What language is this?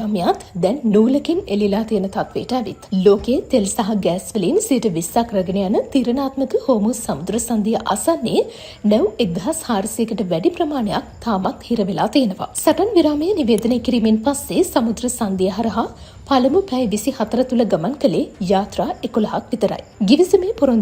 Sinhala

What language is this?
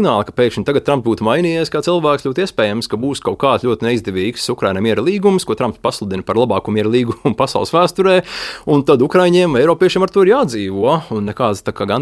Latvian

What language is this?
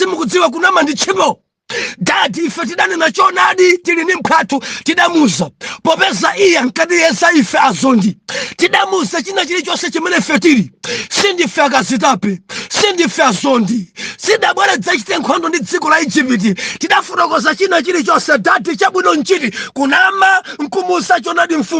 Nyanja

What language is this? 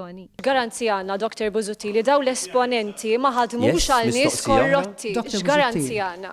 Maltese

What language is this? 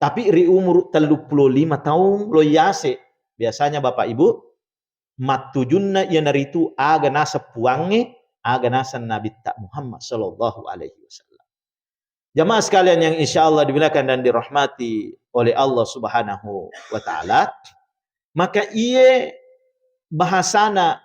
Buginese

